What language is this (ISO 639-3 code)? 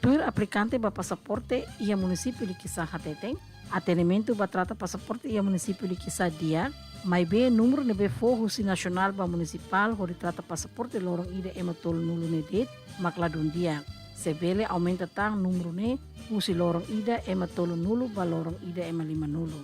tet